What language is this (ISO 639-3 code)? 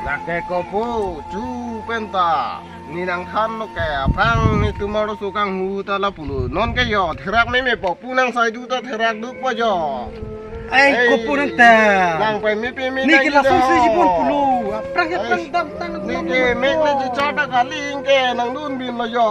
mjw